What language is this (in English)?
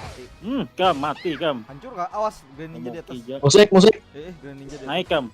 Banjar